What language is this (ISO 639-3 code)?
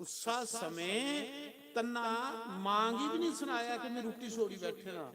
doi